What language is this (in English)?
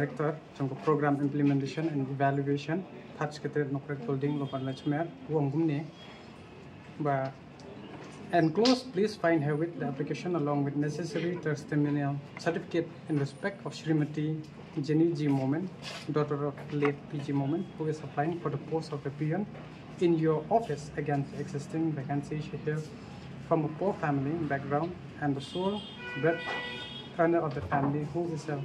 Khasi